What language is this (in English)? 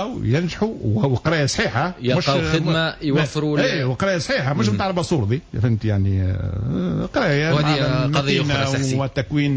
Tunisian Arabic